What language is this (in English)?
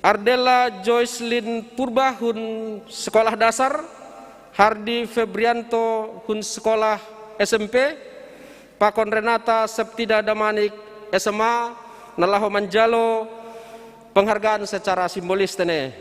Batak Simalungun